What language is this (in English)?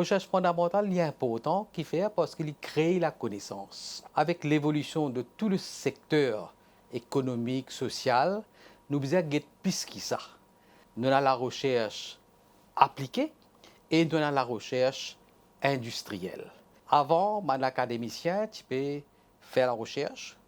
Morisyen